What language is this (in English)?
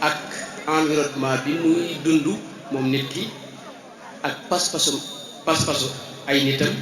Wolof